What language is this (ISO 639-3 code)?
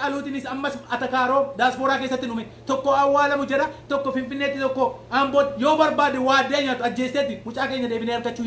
orm